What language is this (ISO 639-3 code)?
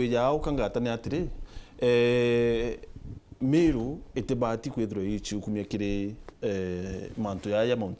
mer